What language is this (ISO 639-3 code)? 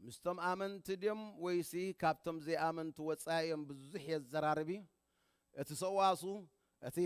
tir